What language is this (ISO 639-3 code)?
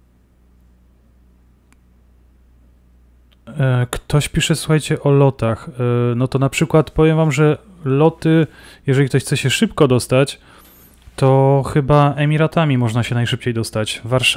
pol